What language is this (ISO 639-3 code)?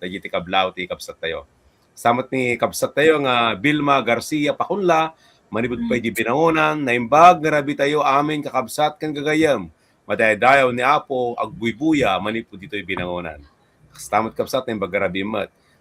ilo